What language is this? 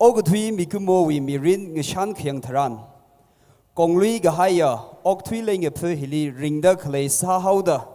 Tangkhul Naga (India)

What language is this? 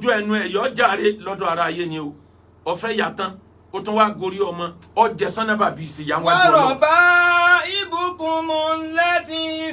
Yoruba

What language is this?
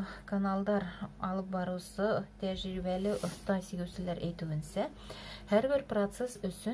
Bashkir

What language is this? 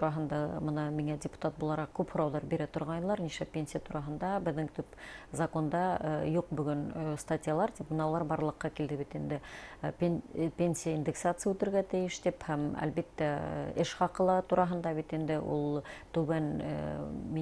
Bashkir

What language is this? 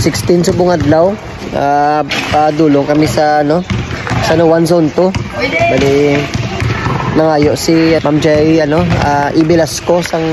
Hiligaynon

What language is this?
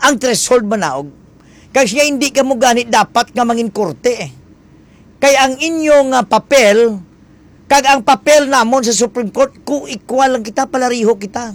Hiligaynon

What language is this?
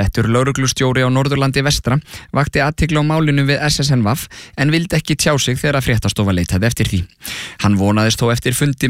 Icelandic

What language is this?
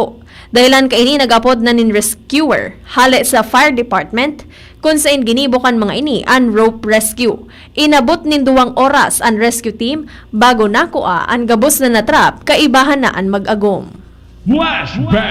Bikol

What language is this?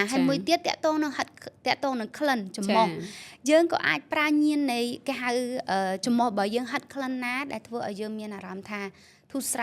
Khmer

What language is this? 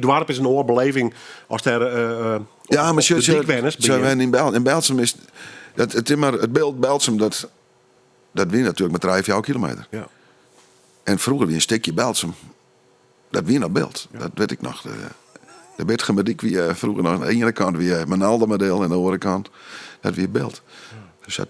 Western Frisian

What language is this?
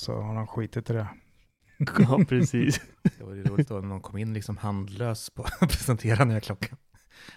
Swedish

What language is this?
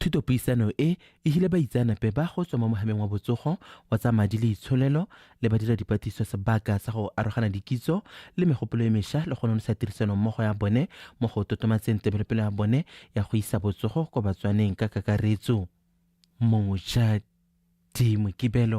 Tswana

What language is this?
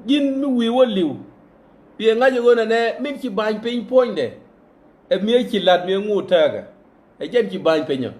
Nuer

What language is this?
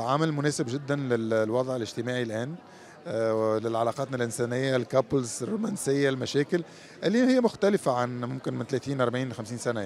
Mesopotamian Arabic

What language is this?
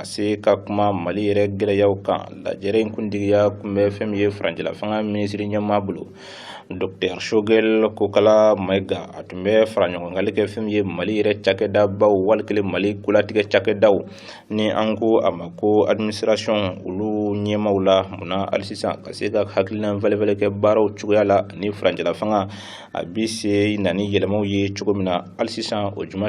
Bambara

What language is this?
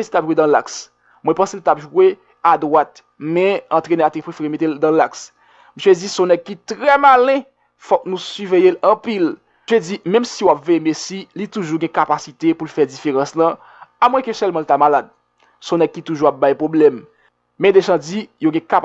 Haitian Creole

